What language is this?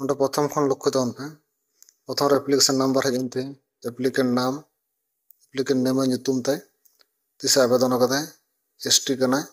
Santali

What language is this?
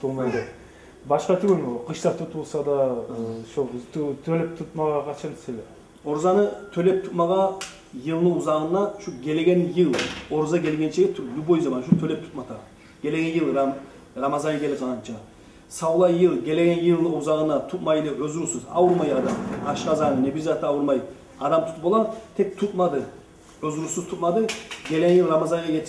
Kumyk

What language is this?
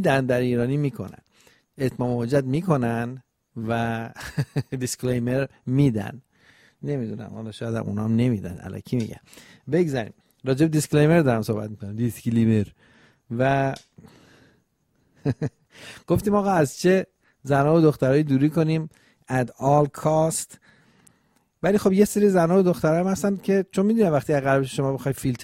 Persian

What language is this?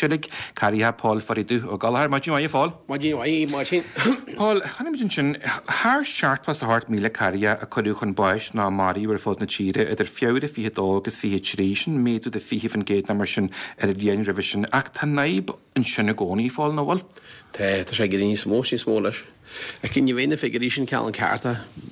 Irish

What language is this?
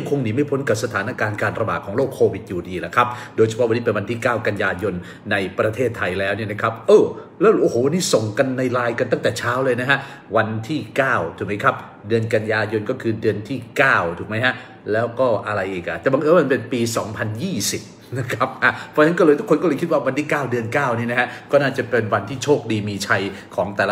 Thai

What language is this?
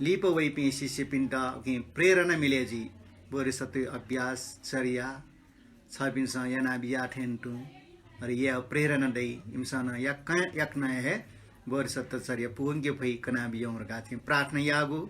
Newari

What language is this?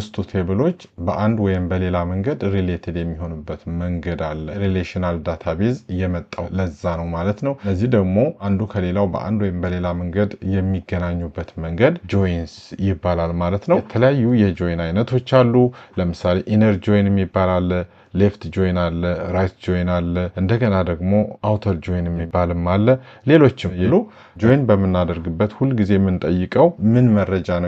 Amharic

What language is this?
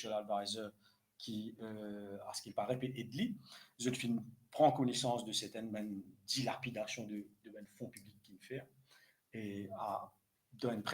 Morisyen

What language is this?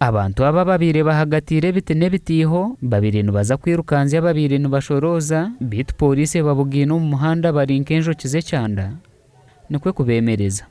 Nyankole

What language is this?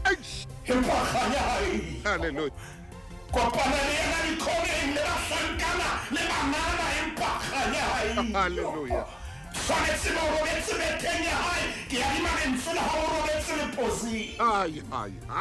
Southern Sotho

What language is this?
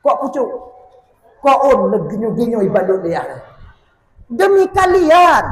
Achinese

